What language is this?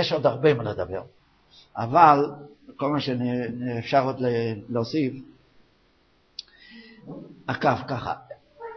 Hebrew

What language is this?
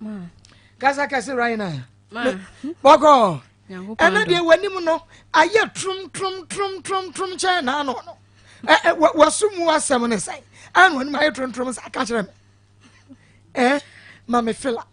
Akan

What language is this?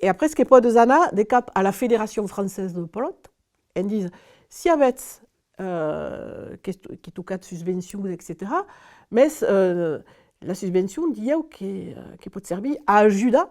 Occitan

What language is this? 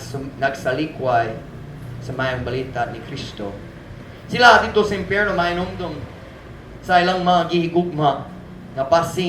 Cebuano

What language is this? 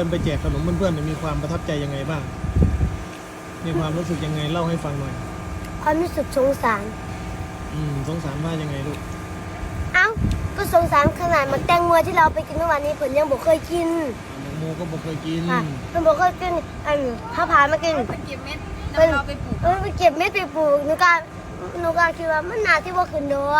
Northeastern Thai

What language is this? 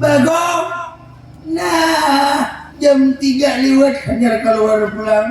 Banjar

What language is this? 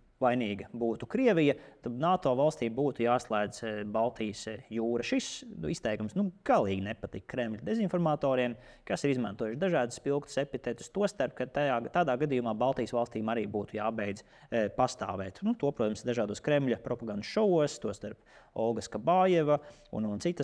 Latvian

